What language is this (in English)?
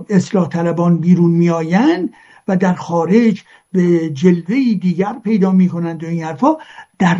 Persian